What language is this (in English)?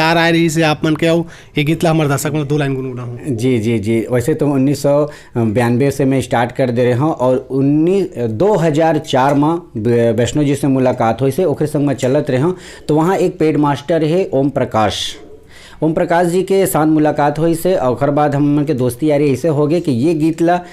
Chhattisgarhi